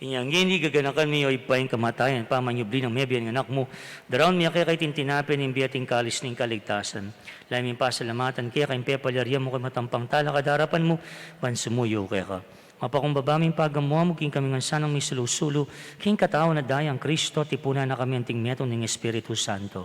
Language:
Pampanga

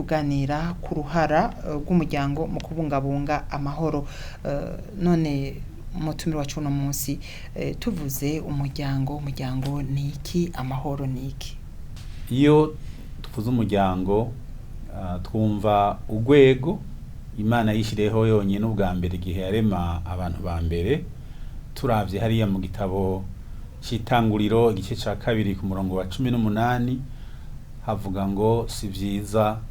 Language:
Rundi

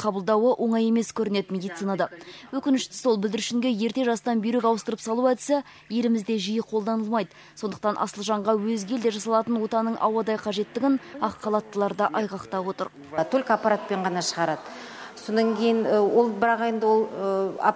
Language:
Kazakh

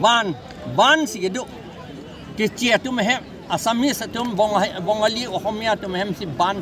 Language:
Karbi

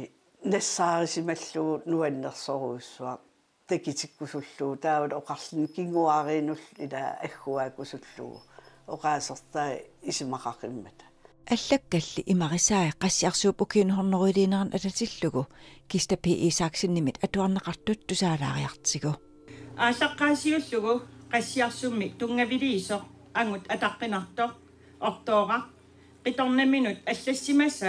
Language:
Kalaallisut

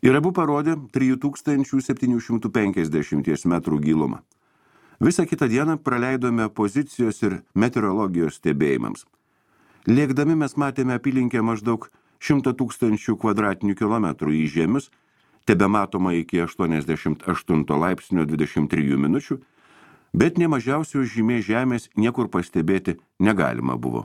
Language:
Lithuanian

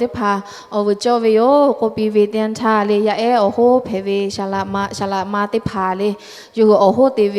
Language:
Lahu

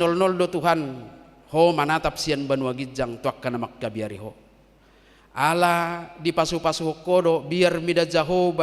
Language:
Batak Toba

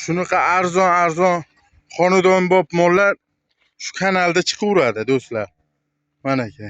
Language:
Uzbek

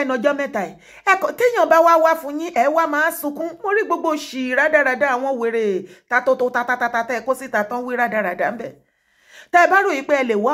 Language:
Yoruba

